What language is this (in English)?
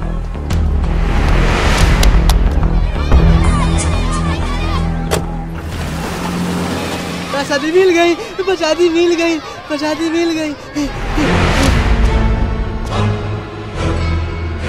Bhojpuri